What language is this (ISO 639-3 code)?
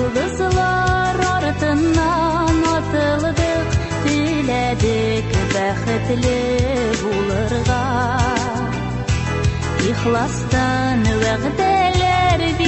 tat